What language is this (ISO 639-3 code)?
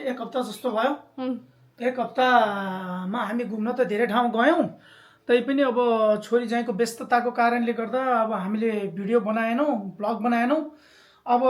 nep